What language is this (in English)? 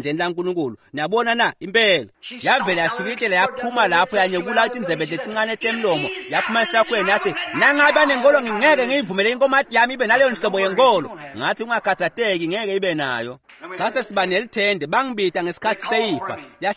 Swati